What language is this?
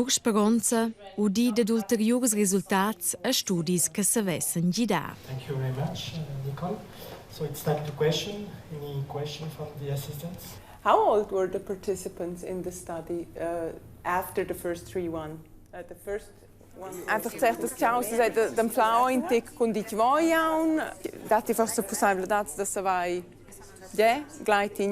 Romansh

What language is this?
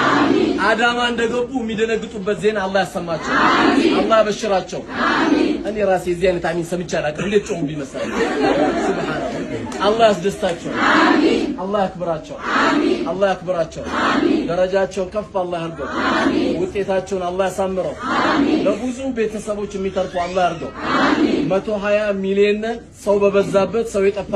Amharic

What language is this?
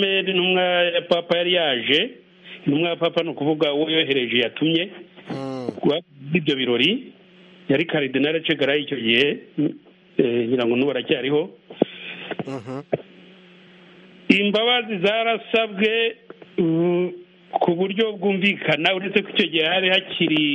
Kinyarwanda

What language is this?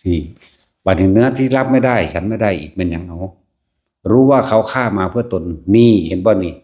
Northeastern Thai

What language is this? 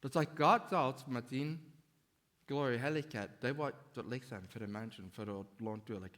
Plautdietsch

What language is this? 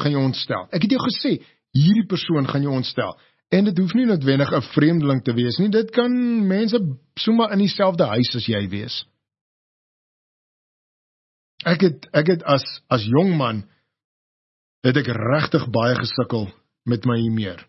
Afrikaans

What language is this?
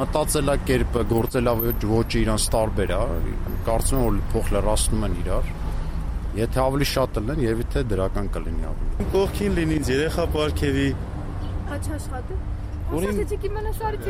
Armenian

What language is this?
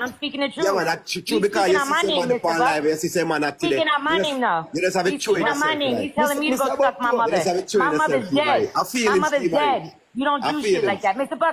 Jamaican Creole English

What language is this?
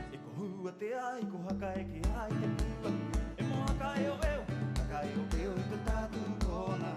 Rapanui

